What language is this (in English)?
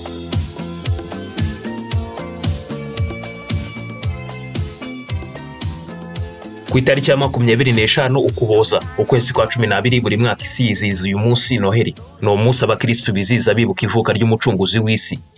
Kinyarwanda